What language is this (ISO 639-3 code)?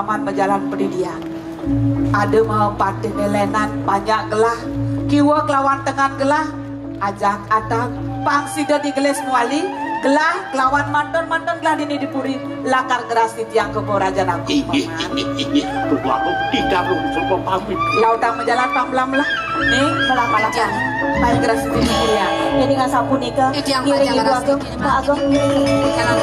ban